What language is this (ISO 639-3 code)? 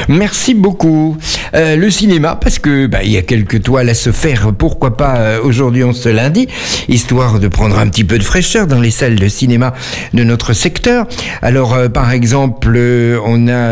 fra